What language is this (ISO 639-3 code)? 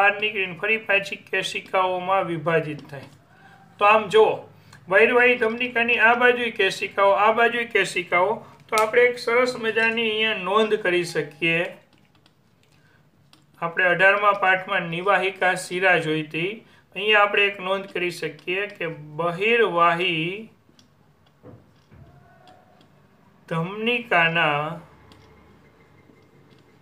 guj